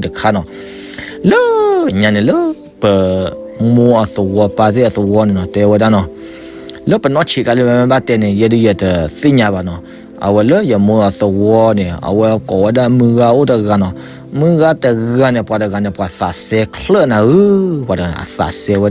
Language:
S'gaw Karen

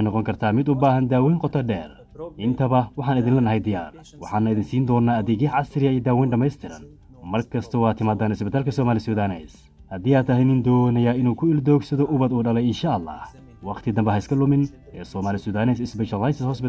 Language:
Somali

